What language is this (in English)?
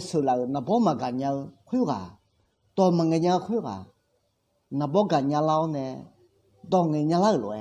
Akha